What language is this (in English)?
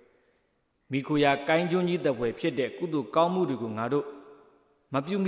Burmese